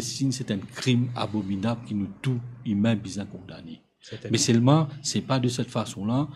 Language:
Morisyen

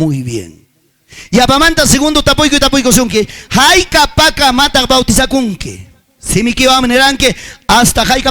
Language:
Ayacucho Quechua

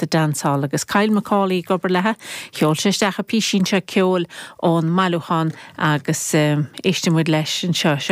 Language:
Irish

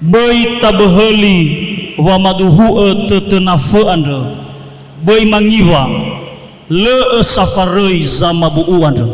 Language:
Nias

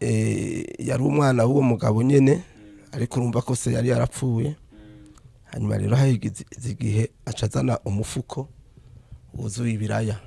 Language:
Rundi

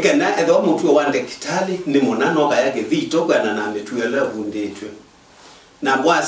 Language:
Kamba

